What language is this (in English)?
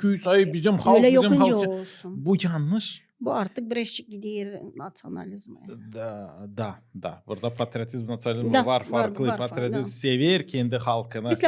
Gagauz